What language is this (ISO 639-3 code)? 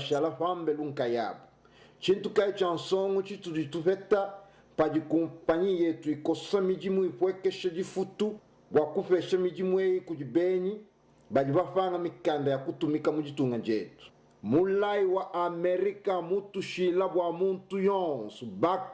lua